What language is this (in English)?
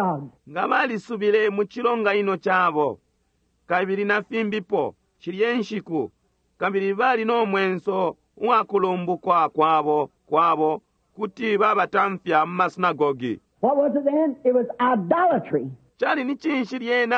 Bemba